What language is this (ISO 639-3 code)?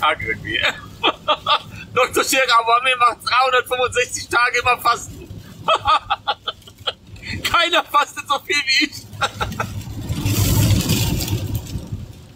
deu